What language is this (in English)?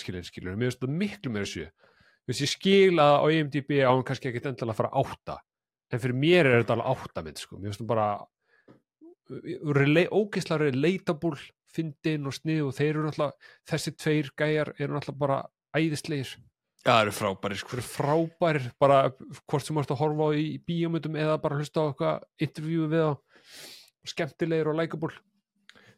Icelandic